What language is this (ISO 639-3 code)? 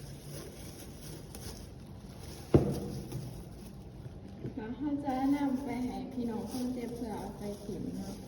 lao